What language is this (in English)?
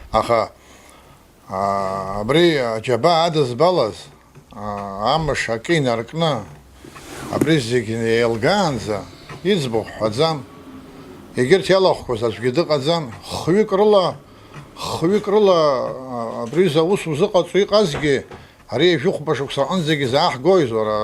Abkhazian